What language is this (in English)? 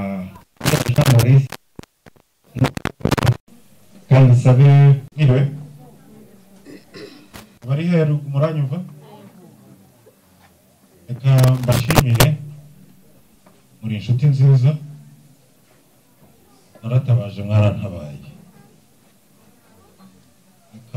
Kinyarwanda